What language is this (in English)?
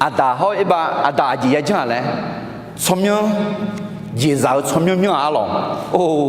Akha